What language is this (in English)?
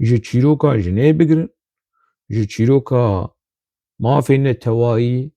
Kurdish